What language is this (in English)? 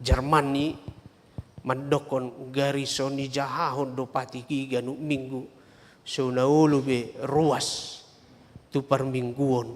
Batak Toba